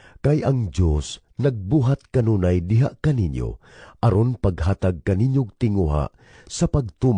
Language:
Cebuano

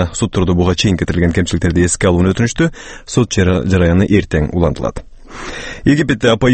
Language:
Kyrgyz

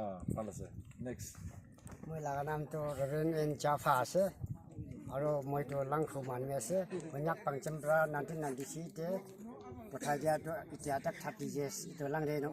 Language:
Naga Pidgin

